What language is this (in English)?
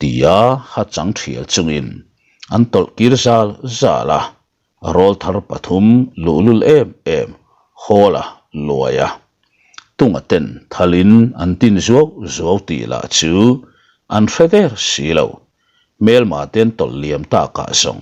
Mizo